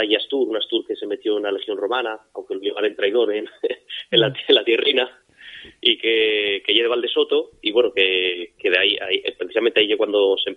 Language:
Asturian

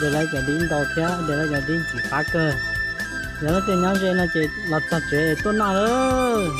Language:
Hmong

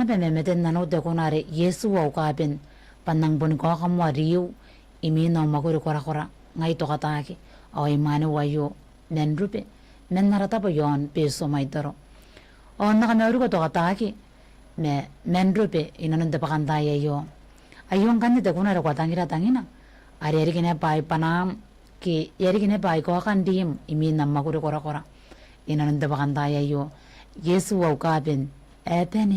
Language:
Gilbertese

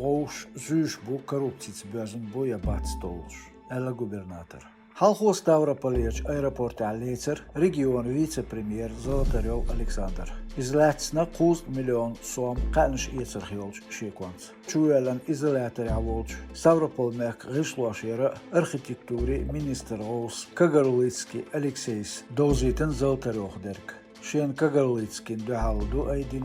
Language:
Chechen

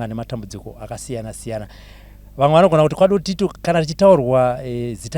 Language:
Shona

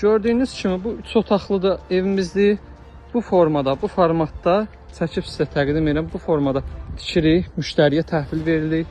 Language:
Azerbaijani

